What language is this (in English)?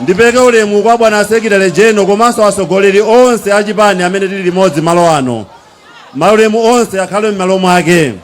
Nyanja